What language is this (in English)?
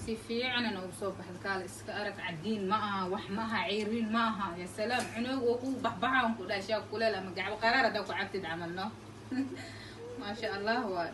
Somali